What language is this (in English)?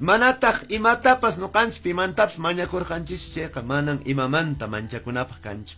Quechua